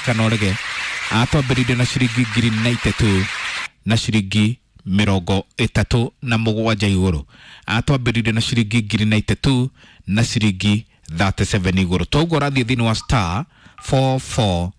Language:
Kikuyu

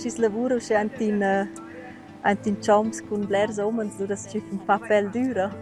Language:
Romansh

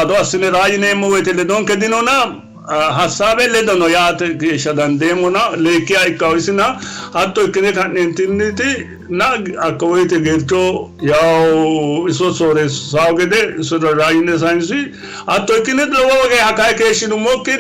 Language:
Sidamo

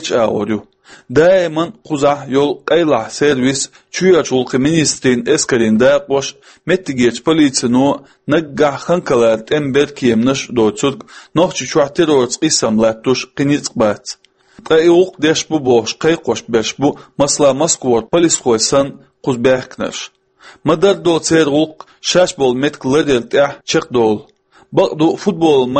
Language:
Chechen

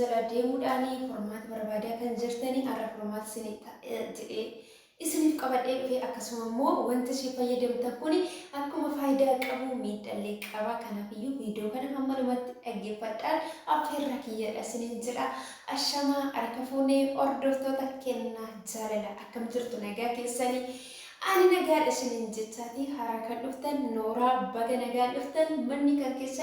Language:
Oromo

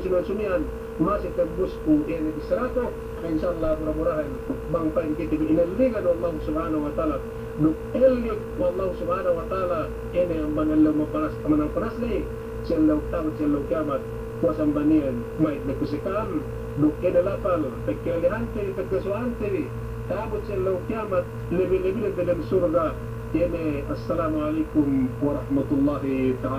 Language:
Yakan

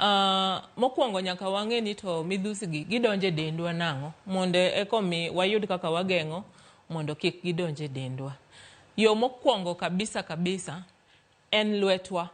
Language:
Luo (Kenya and Tanzania)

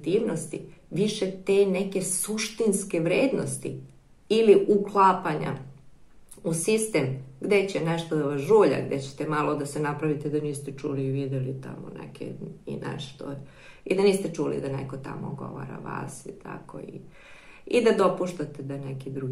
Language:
Serbian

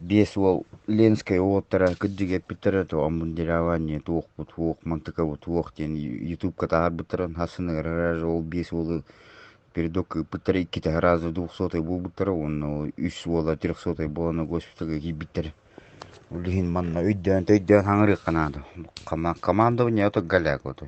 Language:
Yakut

